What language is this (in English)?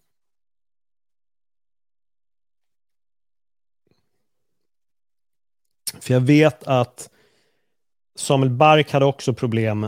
Swedish